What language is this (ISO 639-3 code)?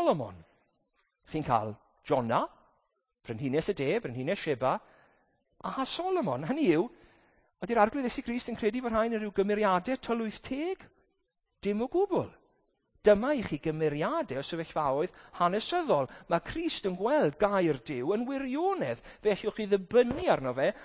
cym